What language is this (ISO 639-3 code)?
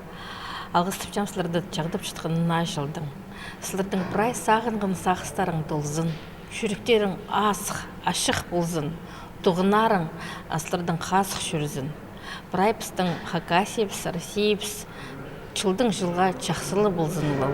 kjh